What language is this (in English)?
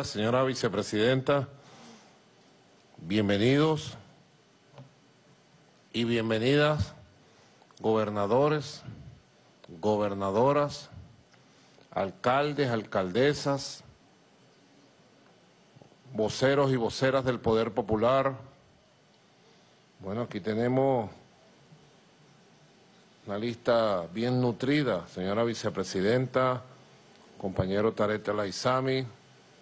Spanish